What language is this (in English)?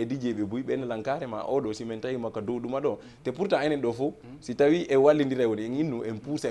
Fula